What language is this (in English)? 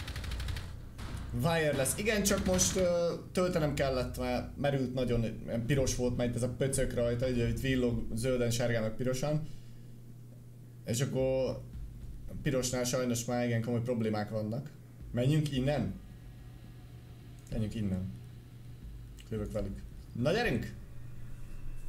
Hungarian